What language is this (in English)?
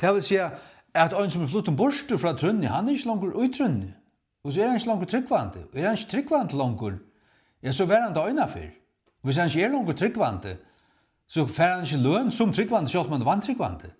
Faroese